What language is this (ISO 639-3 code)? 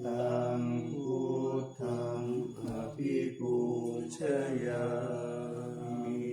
pli